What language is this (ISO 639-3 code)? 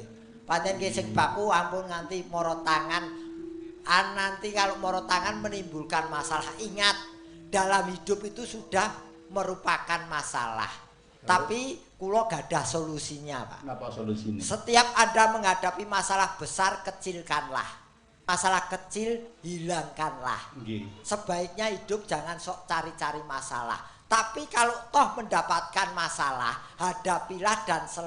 jav